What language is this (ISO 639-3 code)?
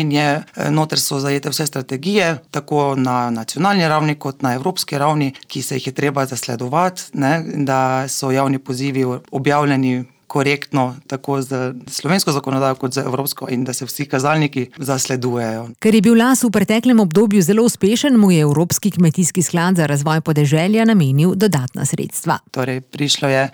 slv